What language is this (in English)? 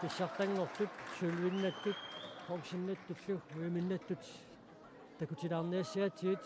Kalaallisut